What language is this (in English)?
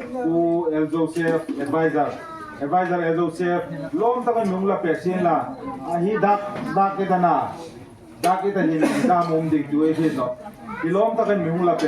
Hmar